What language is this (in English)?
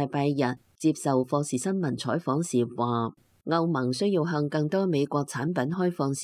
Cantonese